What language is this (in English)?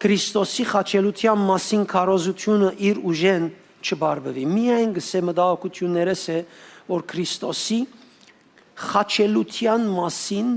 Western Armenian